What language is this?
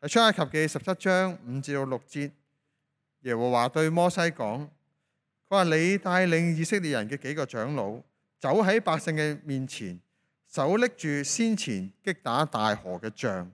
Cantonese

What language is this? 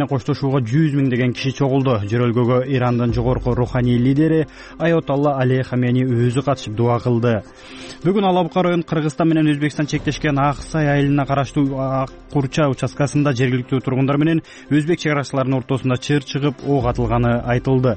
Kyrgyz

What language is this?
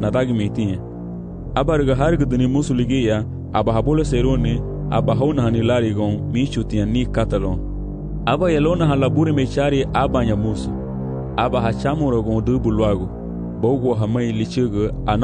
Garifuna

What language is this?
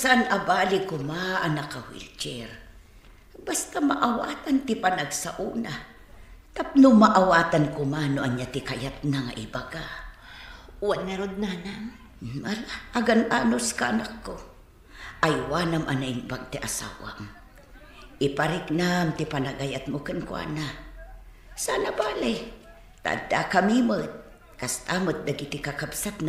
Iloko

